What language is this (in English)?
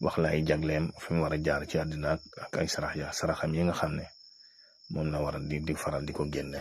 Wolof